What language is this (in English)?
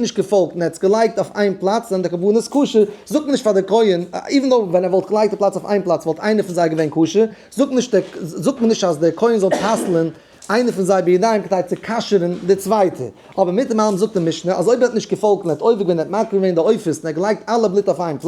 Yiddish